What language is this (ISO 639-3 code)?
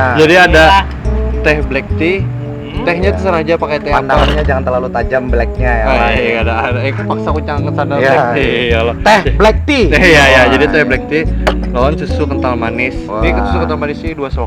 bjn